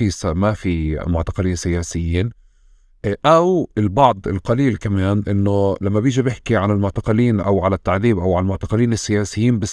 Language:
North Levantine Arabic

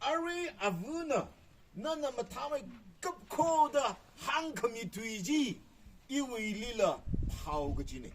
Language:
Tangkhul Naga (India)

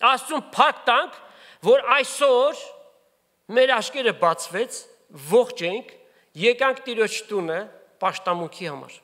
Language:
Armenian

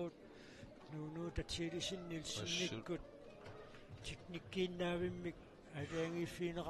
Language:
Kalaallisut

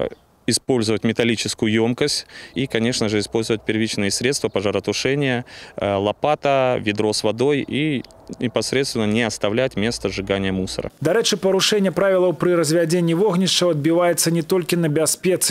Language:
Belarusian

